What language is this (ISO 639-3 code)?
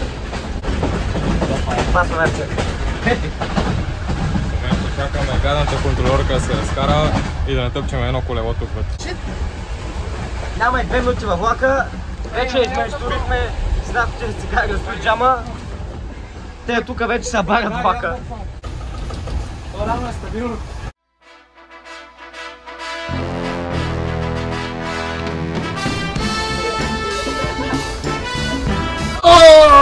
bul